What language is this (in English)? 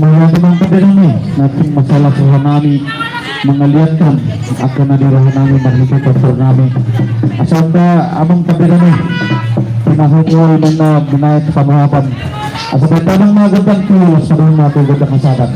Batak Toba